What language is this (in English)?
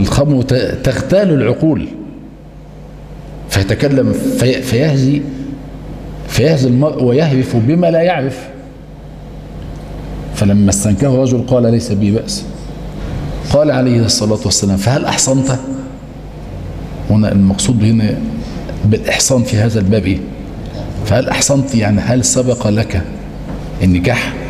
Arabic